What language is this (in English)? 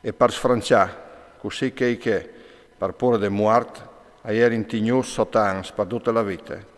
Friulian